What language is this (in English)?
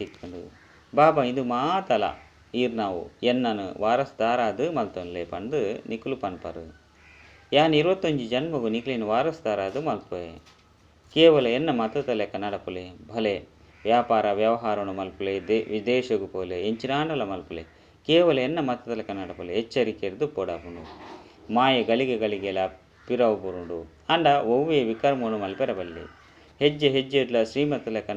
Tulu